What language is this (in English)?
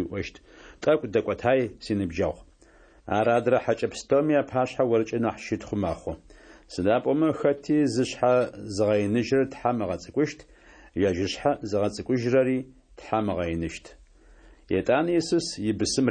Kabardian